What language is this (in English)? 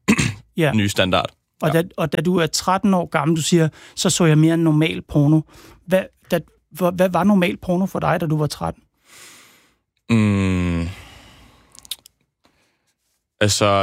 Danish